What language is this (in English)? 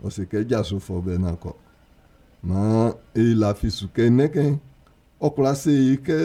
Baoulé